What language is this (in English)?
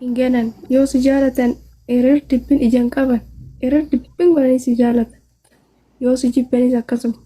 Oromo